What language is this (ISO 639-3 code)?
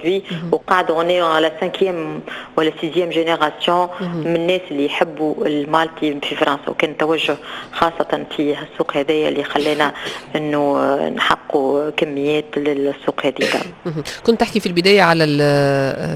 aeb